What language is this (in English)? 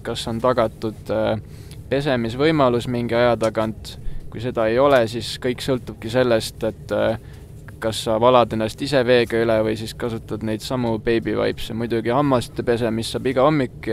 Estonian